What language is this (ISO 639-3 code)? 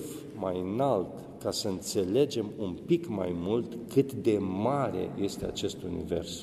ron